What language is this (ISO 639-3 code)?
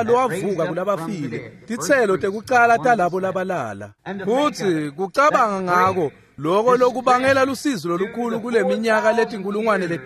ssw